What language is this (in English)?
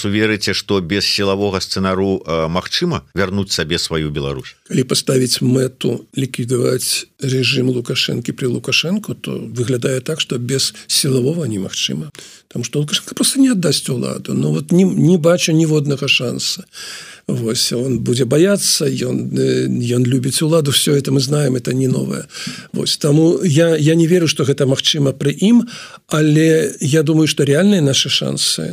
Belarusian